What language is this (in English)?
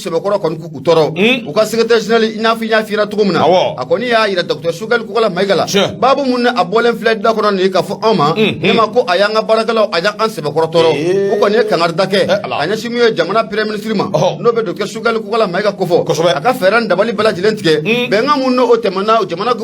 Bambara